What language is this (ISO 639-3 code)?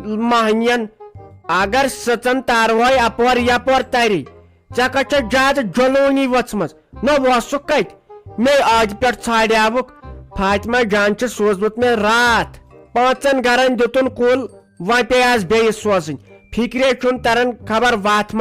kas